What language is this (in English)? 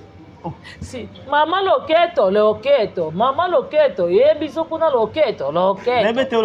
Lingala